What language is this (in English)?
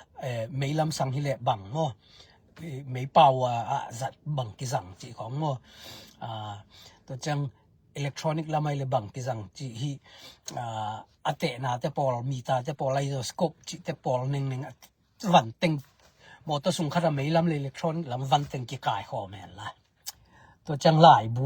Tedim Chin